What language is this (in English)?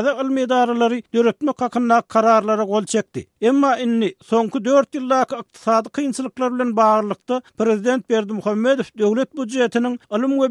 Turkmen